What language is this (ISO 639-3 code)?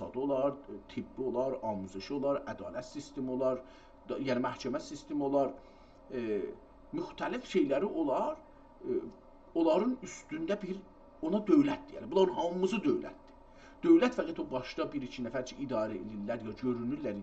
azb